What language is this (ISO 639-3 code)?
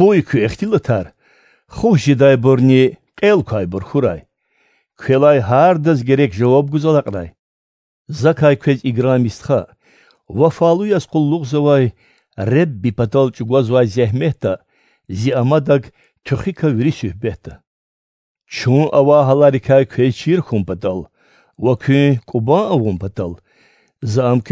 lez